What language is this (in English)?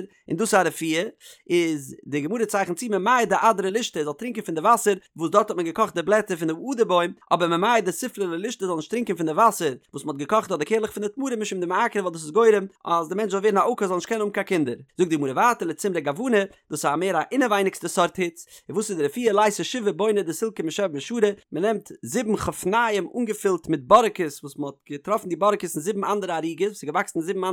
Yiddish